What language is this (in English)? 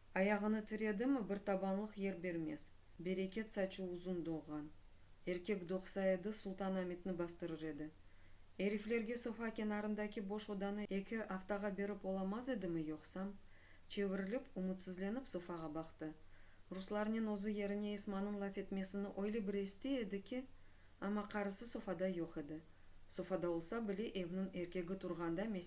Crimean Tatar